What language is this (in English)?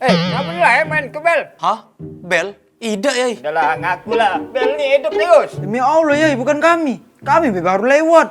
Musi